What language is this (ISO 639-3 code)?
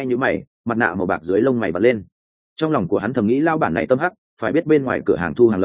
vie